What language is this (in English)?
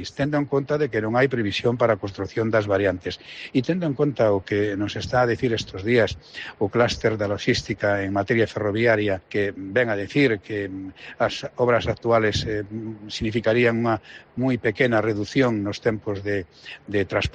Galician